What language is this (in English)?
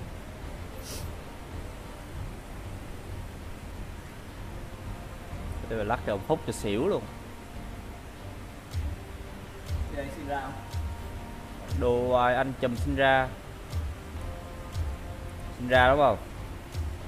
Vietnamese